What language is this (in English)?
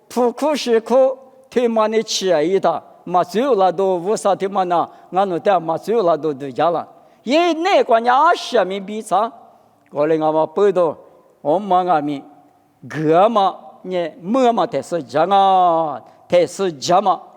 Lisu